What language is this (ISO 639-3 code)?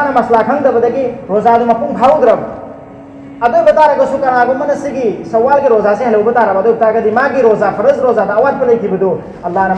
mni